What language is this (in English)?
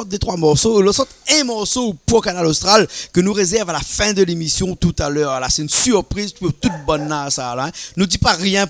Réunion Creole French